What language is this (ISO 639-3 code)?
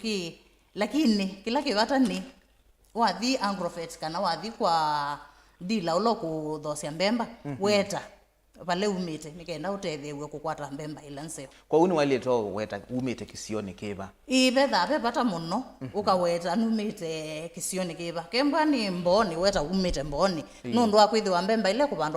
kam